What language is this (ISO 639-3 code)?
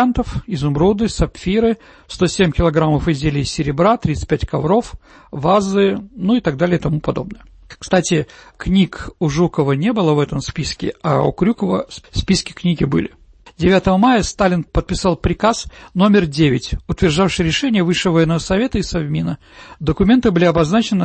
rus